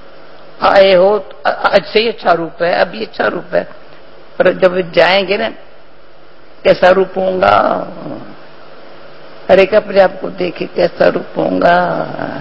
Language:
Hindi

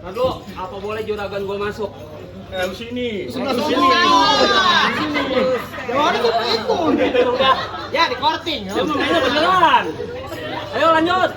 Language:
Betawi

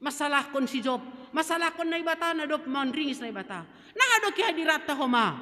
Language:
Batak Simalungun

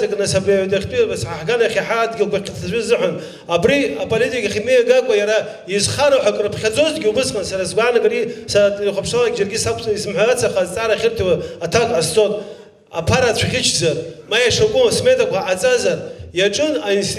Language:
Abkhazian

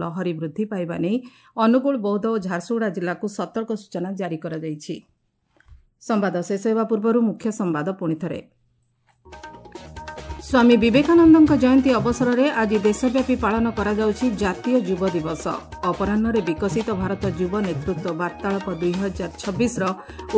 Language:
Odia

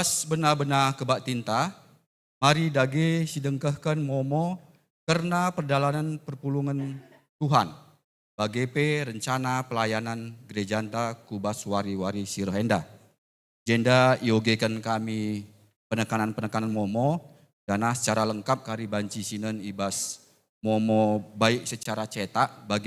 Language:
Batak Karo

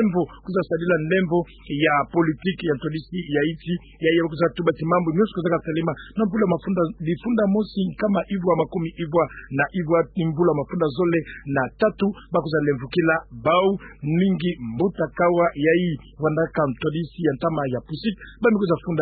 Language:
Kituba (Democratic Republic of Congo)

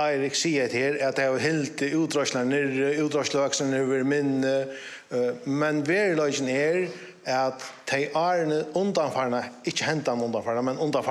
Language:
Faroese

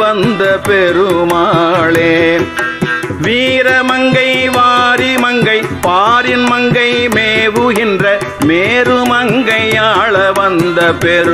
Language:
Tamil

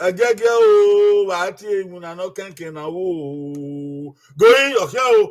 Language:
Bini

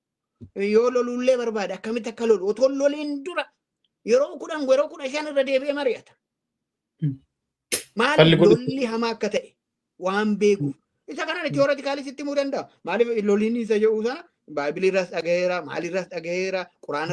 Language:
Oromo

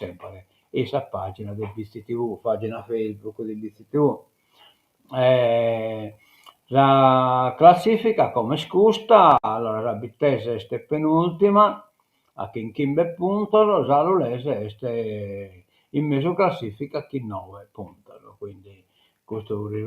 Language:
Sardinian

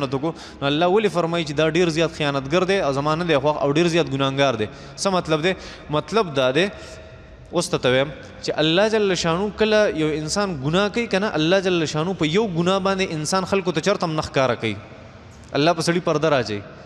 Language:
Pashto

